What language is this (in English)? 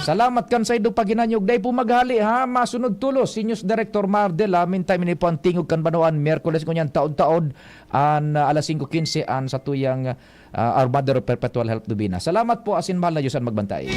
Bikol